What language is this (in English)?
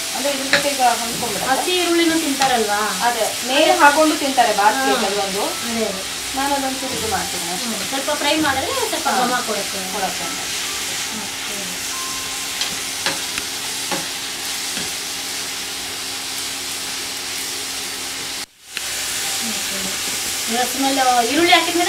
Kannada